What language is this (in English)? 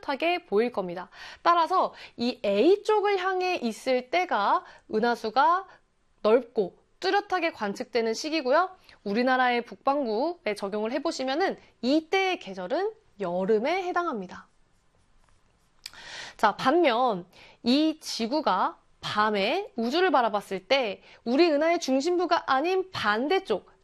Korean